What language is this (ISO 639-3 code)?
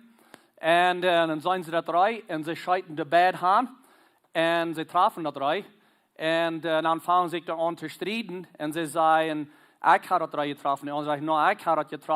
pdt